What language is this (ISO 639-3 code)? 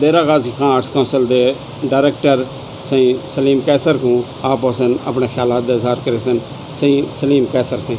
skr